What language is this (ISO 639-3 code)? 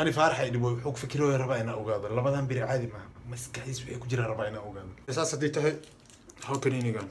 som